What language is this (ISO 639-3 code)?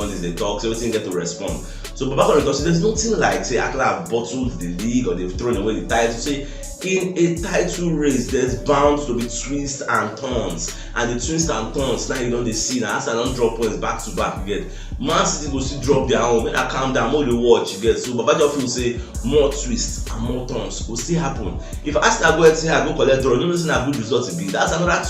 pcm